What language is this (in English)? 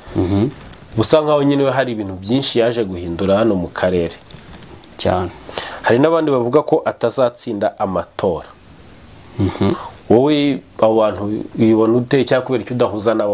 Kinyarwanda